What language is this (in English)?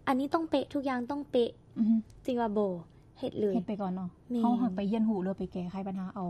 Lao